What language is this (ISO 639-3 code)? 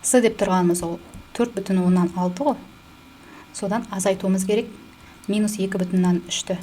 kaz